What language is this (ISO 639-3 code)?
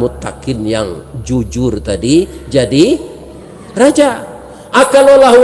min